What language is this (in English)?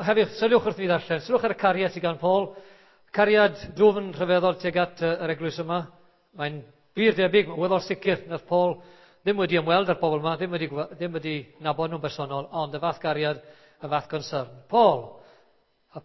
Welsh